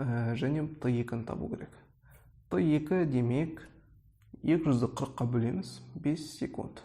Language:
Kazakh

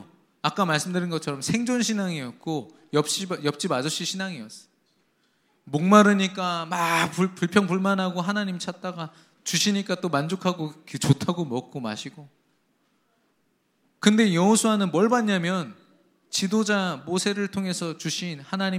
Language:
Korean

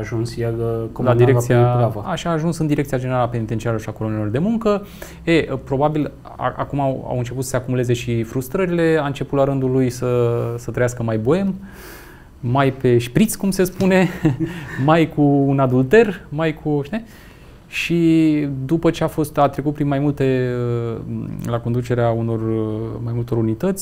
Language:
Romanian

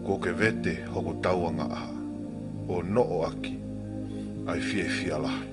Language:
Tongan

